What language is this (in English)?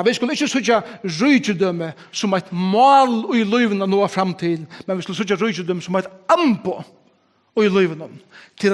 Faroese